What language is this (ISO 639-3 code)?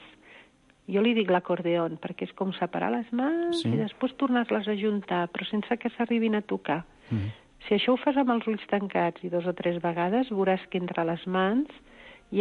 cat